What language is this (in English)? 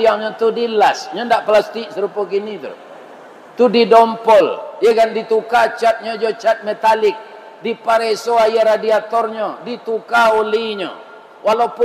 Minangkabau